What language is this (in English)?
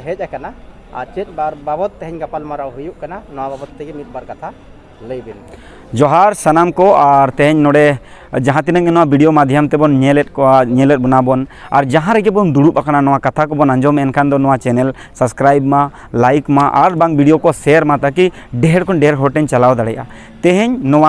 Santali